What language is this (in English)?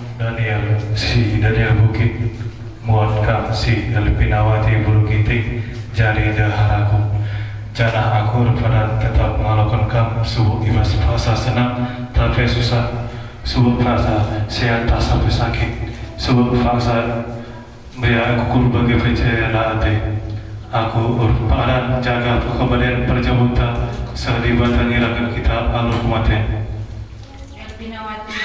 Batak Karo